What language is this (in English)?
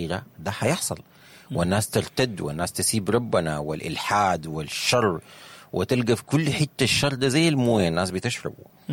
Sudanese Arabic